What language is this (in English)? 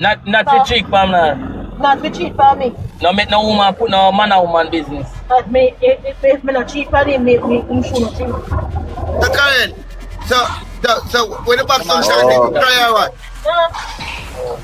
Jamaican Creole English